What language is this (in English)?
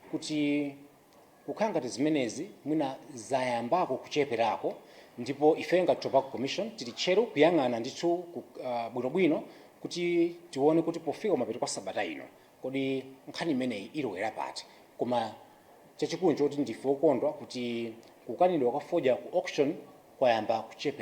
Nyanja